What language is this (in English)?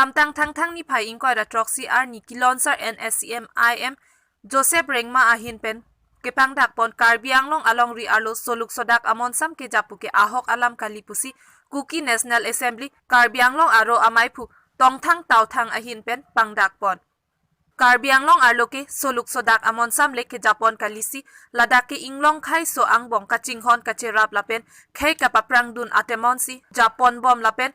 Karbi